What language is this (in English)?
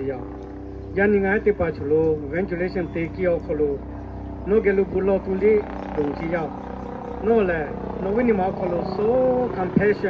Lahu